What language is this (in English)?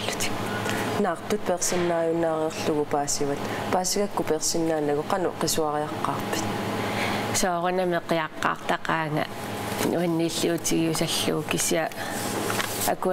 Kalaallisut